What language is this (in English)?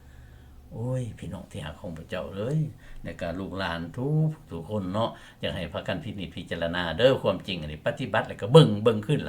Lao